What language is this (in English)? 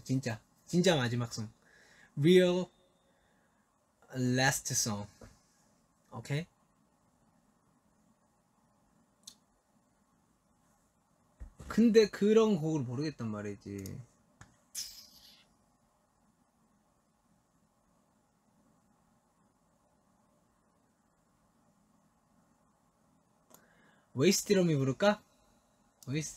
Korean